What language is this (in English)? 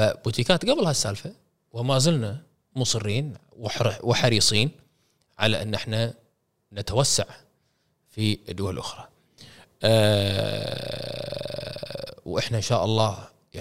Gulf Arabic